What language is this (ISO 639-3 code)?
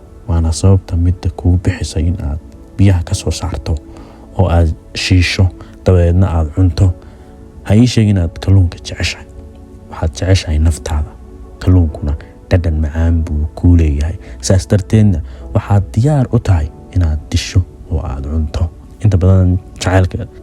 som